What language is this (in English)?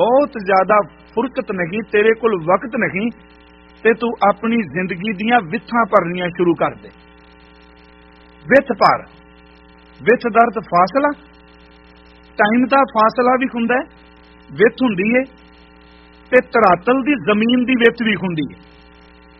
Punjabi